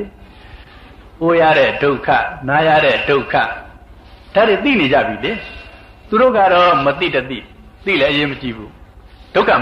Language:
Burmese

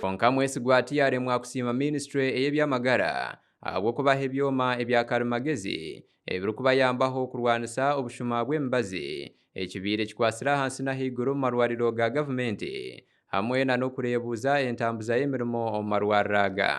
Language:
Nyankole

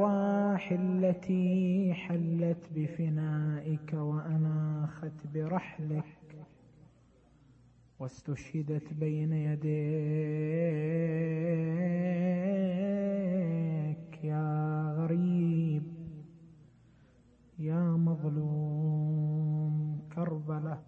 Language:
Arabic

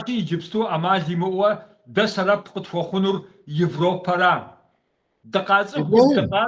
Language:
Kabardian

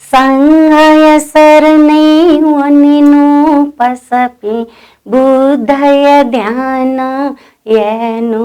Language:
Newari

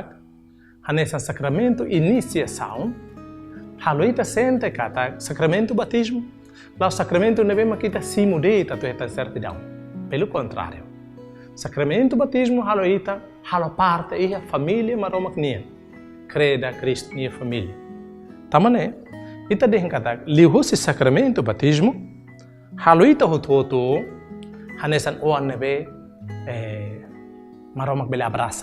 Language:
Tetum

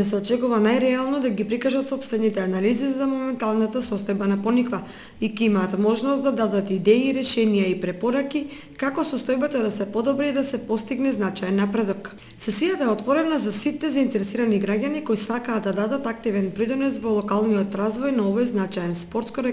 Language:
Macedonian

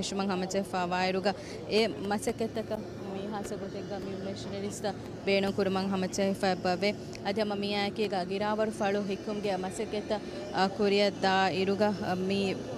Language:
Divehi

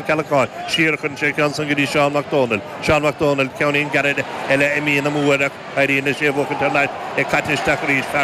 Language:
Irish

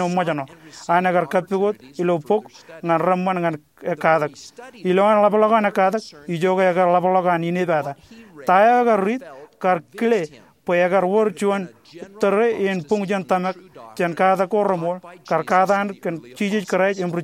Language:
Marshallese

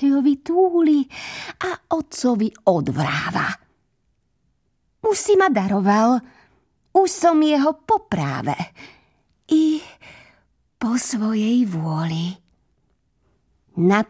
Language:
Slovak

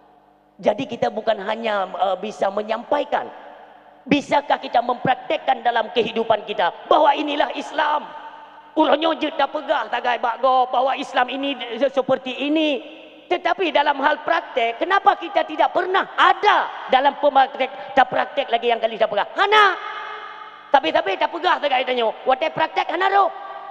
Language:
Achinese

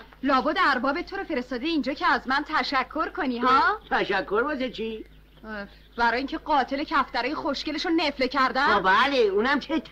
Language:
Persian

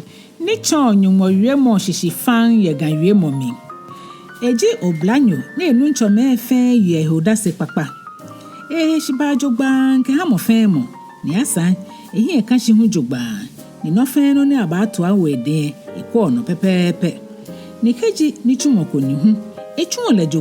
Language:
Ga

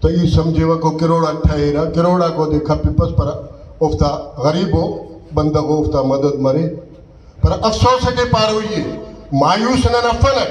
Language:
Brahui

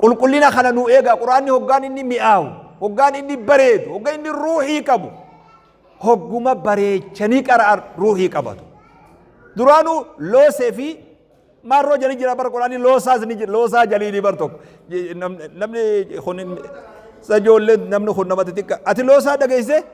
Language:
Oromo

